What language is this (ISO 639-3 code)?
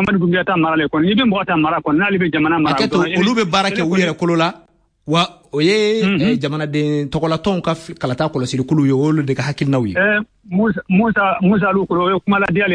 bam